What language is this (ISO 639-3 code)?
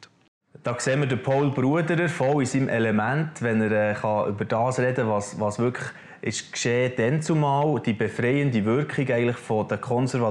gsw